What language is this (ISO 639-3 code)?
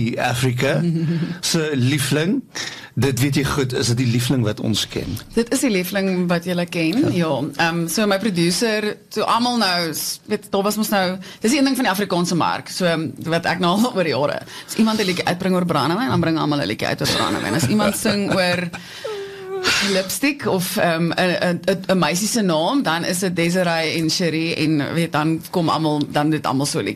afr